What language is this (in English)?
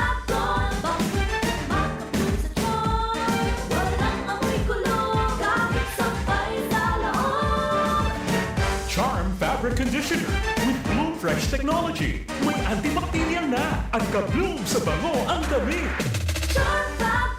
Bikol